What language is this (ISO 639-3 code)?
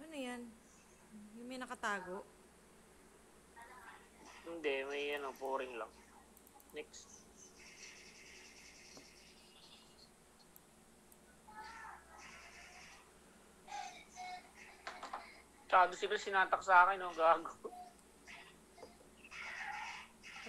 fil